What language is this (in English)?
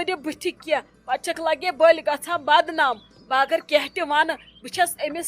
Kashmiri